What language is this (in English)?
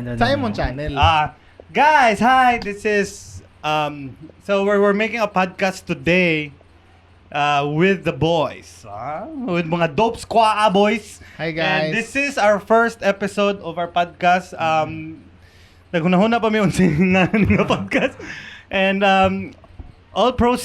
Cebuano